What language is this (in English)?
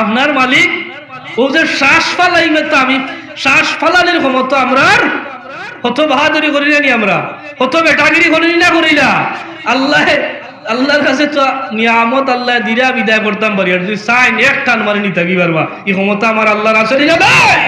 Sylheti